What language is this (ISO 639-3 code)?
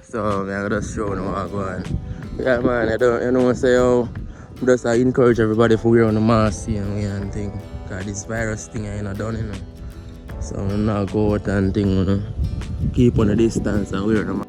jam